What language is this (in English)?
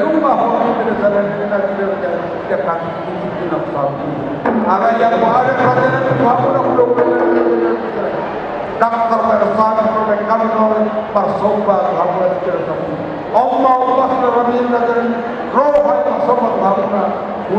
Batak Toba